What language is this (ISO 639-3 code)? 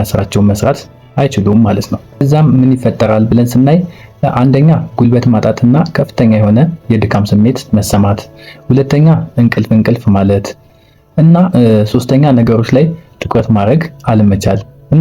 amh